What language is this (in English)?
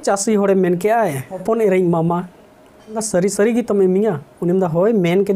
Santali